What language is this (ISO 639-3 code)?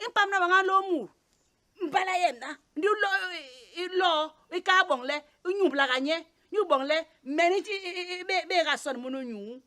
bas